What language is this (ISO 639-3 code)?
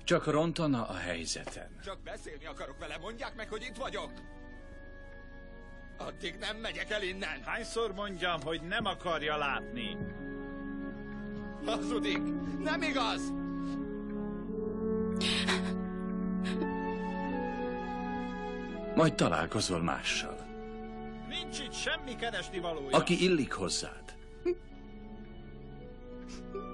hun